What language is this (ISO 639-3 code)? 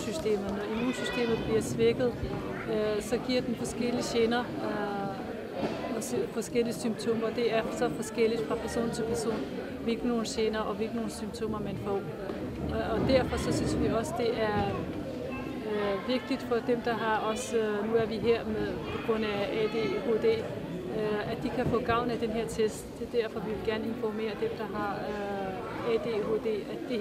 dan